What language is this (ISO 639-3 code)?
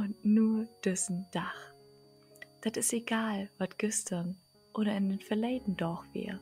nds